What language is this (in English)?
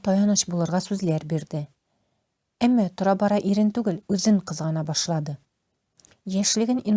Tatar